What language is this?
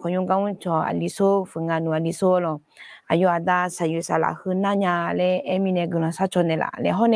Akha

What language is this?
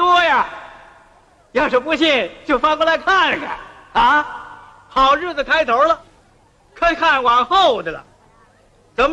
Chinese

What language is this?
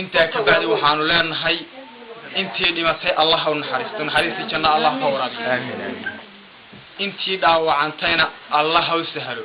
Somali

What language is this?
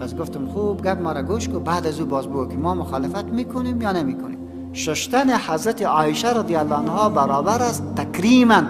Persian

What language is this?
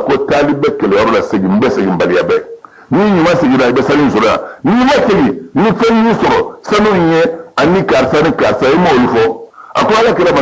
Bambara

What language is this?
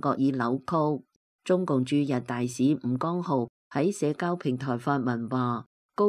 Cantonese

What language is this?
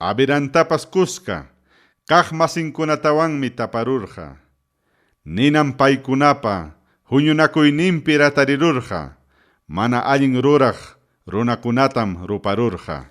Ayacucho Quechua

